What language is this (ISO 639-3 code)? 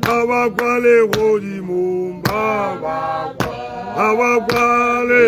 tsn